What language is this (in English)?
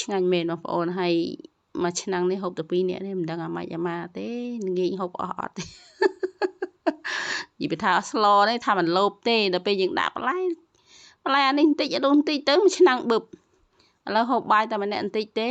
Khmer